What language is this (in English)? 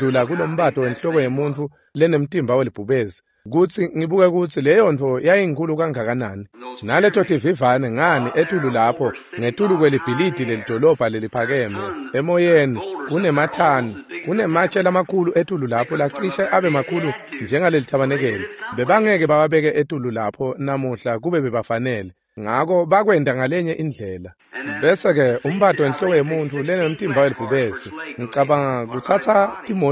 Swati